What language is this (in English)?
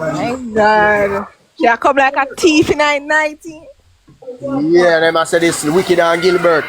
Jamaican Creole English